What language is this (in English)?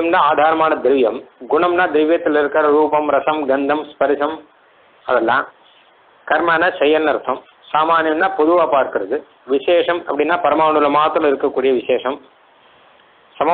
Tamil